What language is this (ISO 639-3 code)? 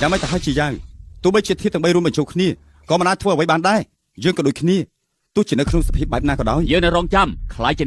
khm